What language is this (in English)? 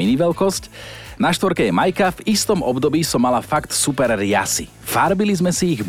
Slovak